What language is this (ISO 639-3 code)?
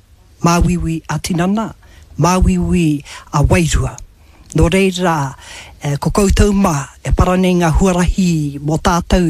mri